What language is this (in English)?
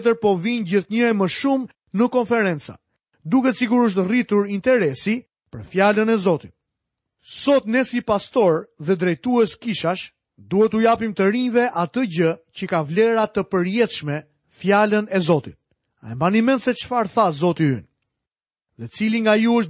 Albanian